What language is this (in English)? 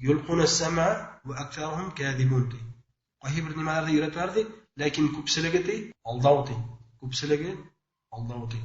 Bashkir